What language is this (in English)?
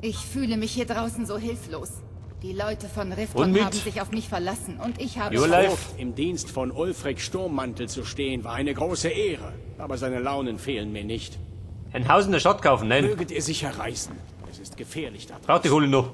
Bavarian